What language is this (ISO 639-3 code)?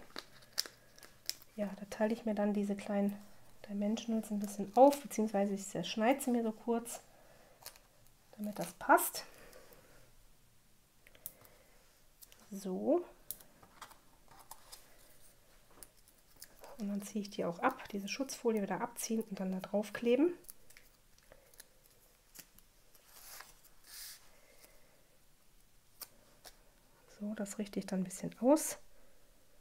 deu